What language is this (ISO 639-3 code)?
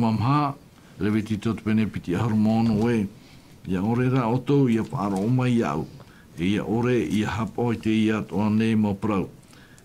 tah